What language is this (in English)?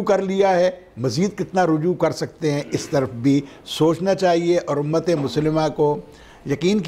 Urdu